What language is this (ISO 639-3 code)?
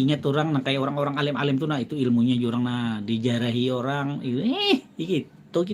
bjn